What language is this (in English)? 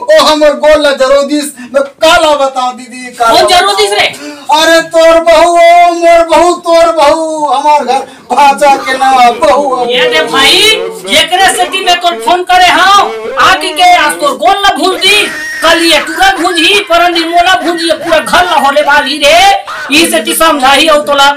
Chhattisgarhi